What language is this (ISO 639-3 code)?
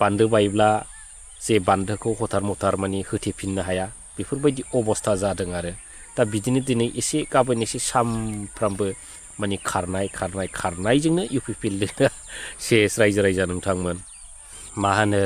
brx